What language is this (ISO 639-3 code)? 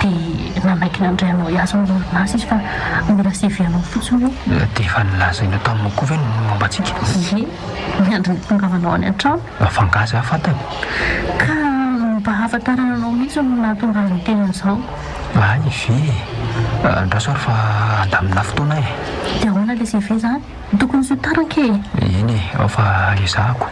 mlg